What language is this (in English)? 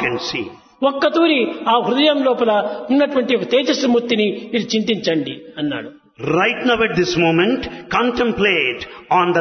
Telugu